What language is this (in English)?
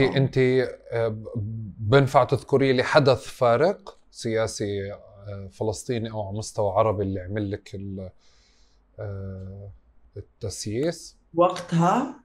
North Levantine Arabic